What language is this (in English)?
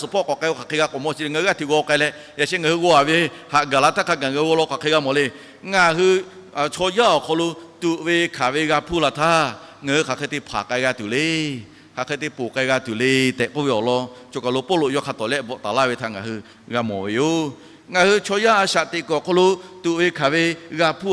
Lahu